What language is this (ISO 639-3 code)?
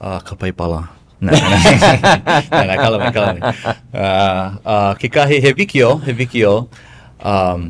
haw